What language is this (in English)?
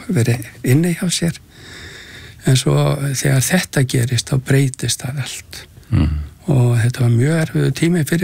Icelandic